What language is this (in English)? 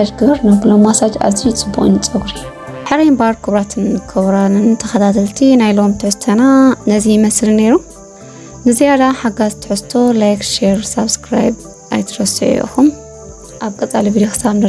Tigrinya